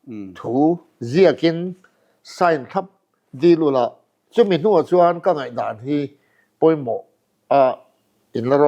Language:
Mizo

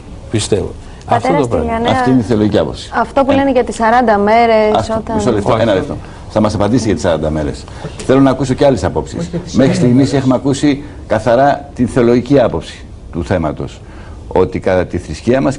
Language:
Greek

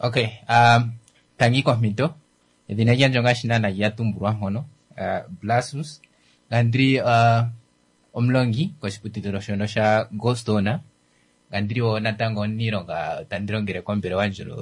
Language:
Kuanyama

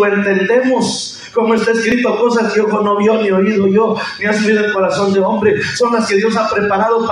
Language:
Spanish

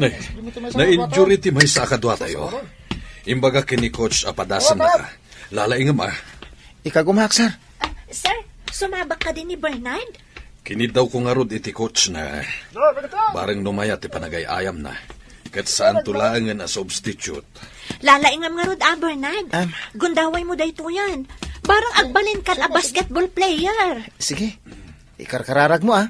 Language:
Iloko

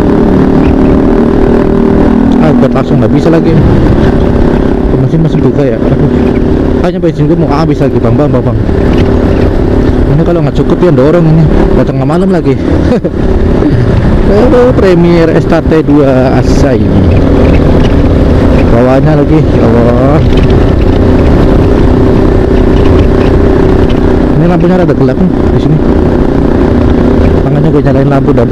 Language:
Indonesian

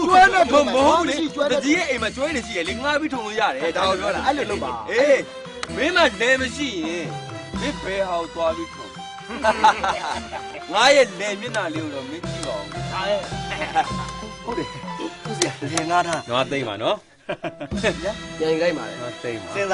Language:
Burmese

